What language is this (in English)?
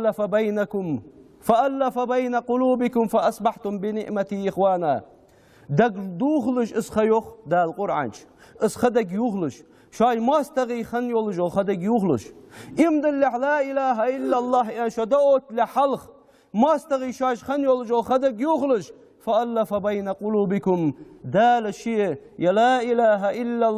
Ingush